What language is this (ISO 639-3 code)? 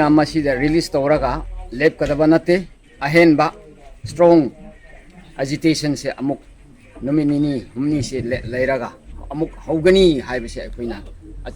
mni